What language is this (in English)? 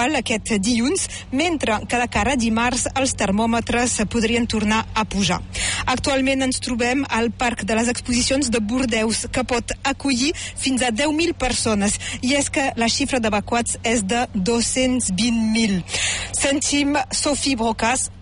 Catalan